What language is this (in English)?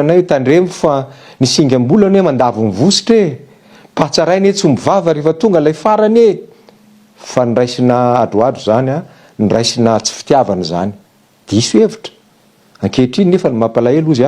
Malagasy